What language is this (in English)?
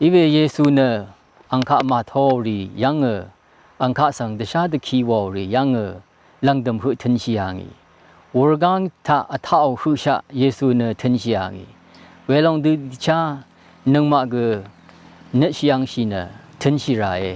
Rawang